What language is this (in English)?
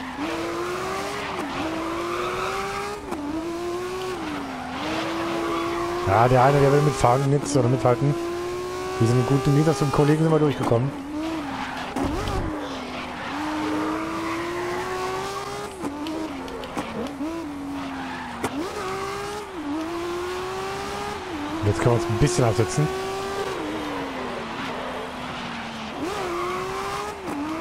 German